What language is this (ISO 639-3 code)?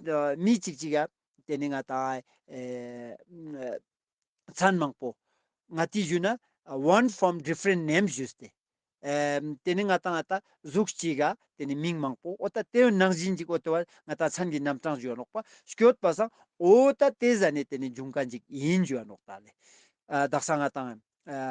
lbj